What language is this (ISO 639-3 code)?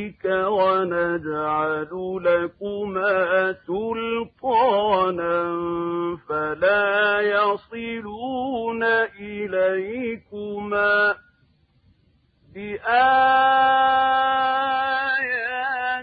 ara